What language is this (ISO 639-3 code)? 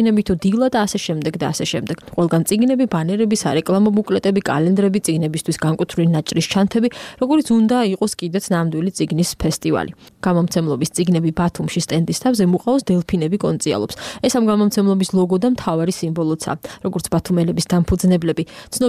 kat